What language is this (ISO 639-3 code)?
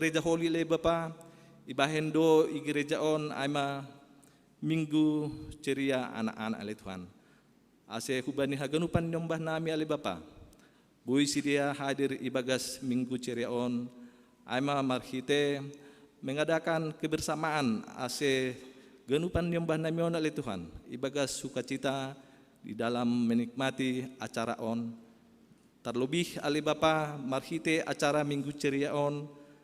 bts